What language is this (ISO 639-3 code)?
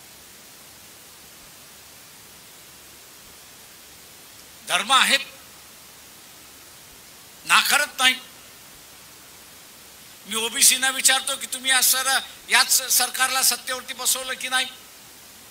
mar